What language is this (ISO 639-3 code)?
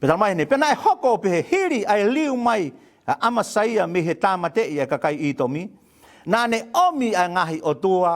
ton